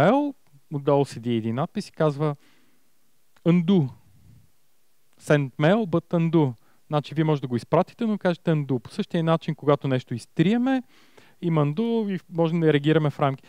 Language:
Bulgarian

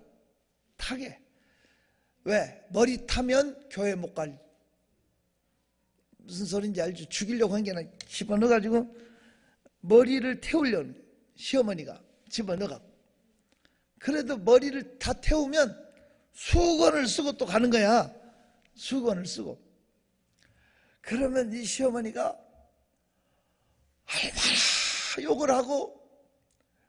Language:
Korean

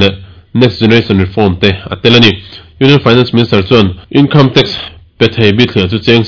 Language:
Mizo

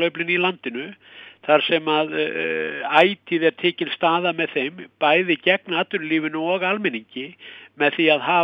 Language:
Icelandic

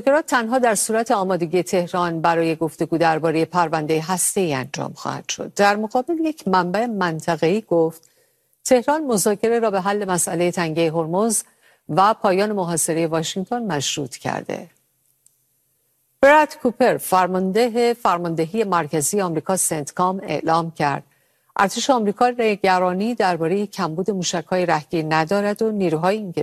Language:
Persian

